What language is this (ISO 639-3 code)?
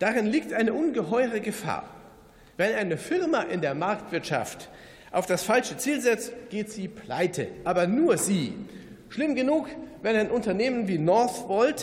deu